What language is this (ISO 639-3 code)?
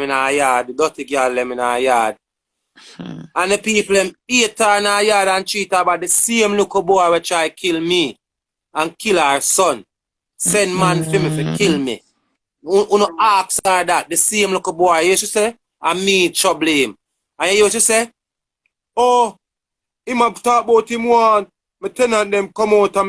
jam